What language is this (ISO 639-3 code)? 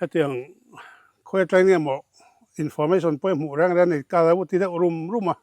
lus